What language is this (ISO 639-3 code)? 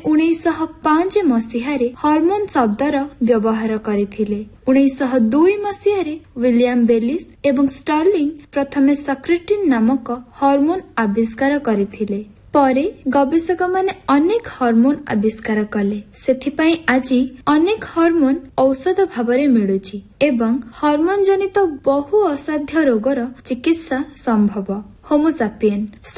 ori